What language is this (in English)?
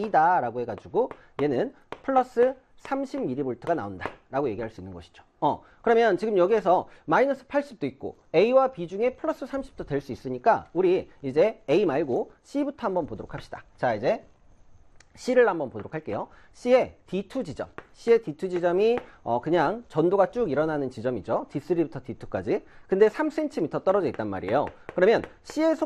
Korean